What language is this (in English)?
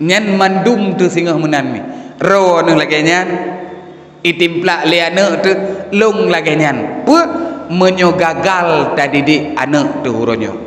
Achinese